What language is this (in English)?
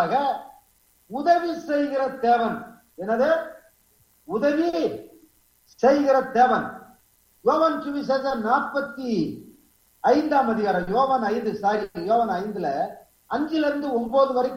Tamil